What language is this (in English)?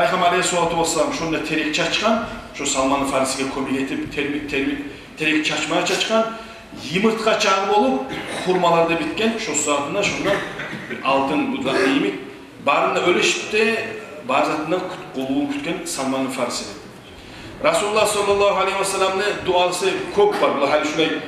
Kumyk